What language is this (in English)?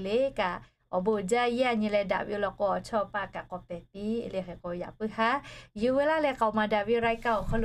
Lahu